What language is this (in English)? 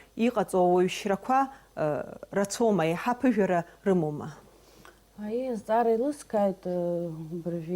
Abkhazian